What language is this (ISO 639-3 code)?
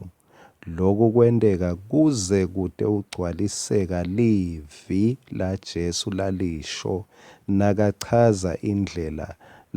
ssw